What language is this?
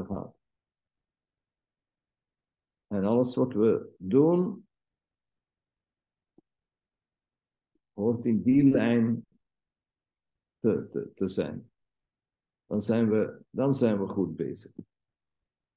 Dutch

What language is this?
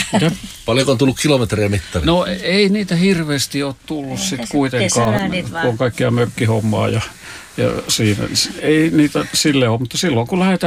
Finnish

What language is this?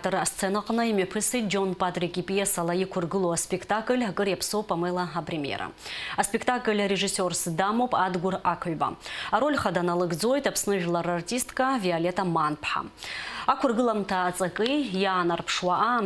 Abkhazian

